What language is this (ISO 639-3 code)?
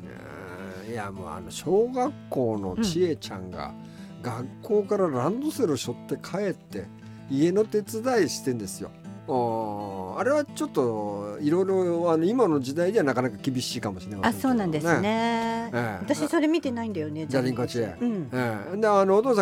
jpn